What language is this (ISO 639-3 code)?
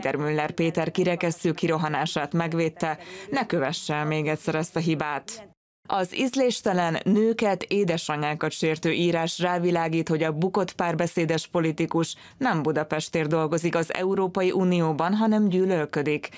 hun